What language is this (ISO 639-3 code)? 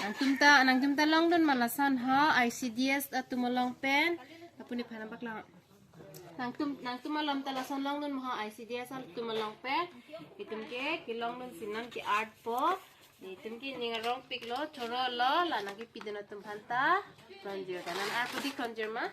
mjw